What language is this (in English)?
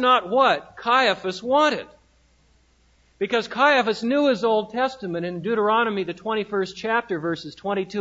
English